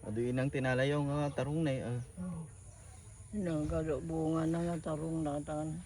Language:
Iloko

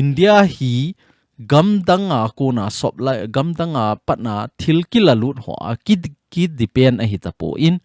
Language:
Thado Chin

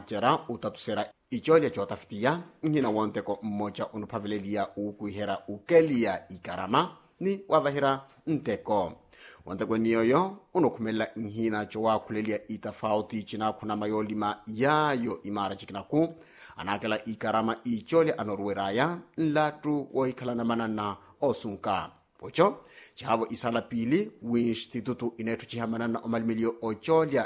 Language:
Makhuwa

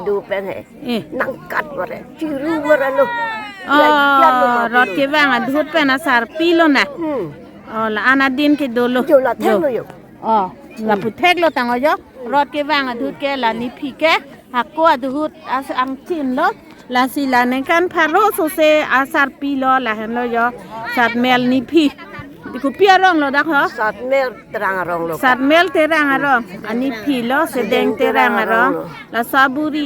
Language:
Karbi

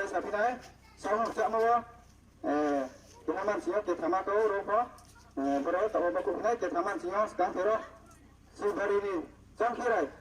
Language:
Riang (India)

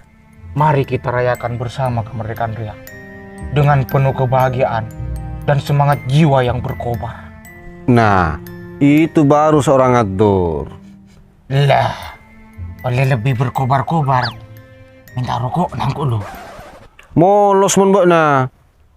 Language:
Madurese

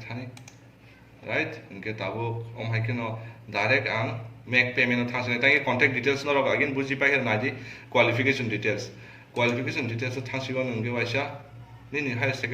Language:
Kok Borok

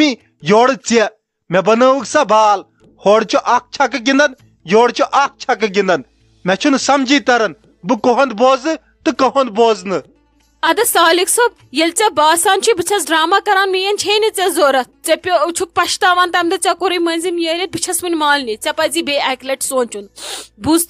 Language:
Kashmiri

